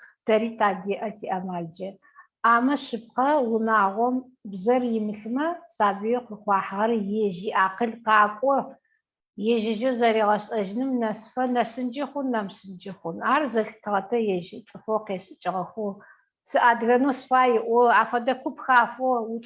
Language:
Adyghe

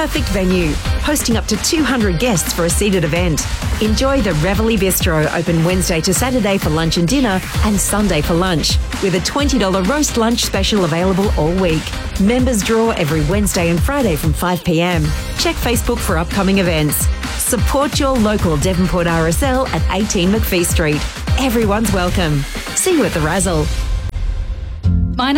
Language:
English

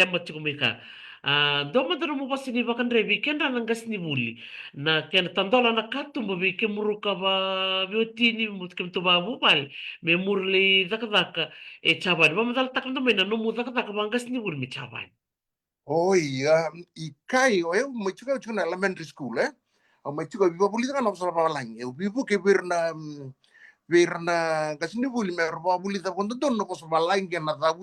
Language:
Fijian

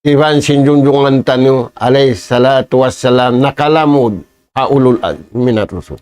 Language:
Tausug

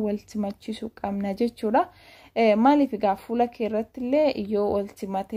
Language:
Oromo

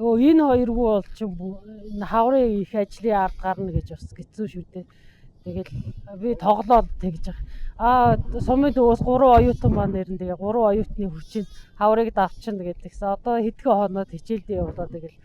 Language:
Mongolian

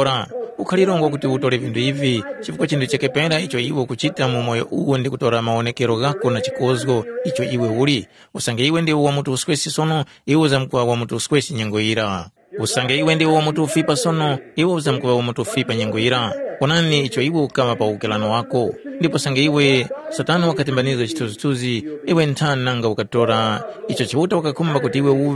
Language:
Tumbuka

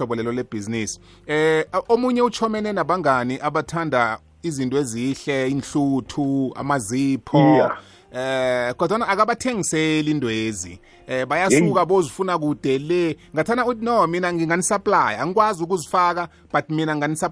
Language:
South Ndebele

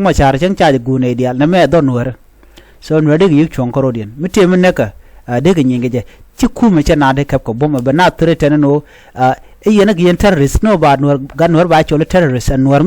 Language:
Nuer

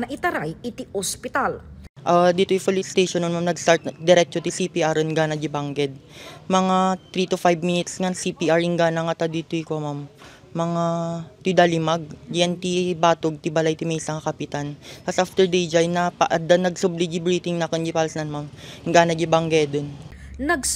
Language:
Iloko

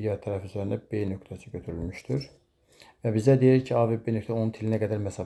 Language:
Azerbaijani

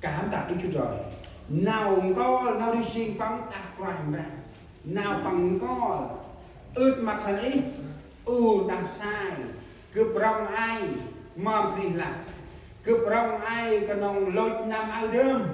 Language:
Central Mnong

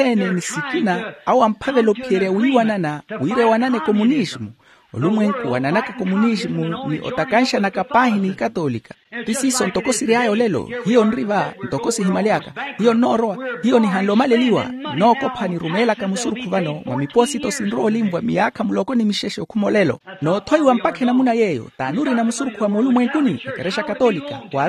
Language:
Makhuwa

